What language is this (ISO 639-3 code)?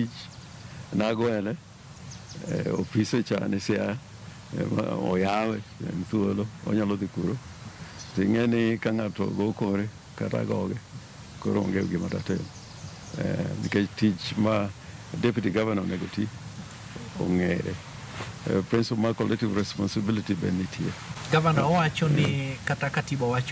luo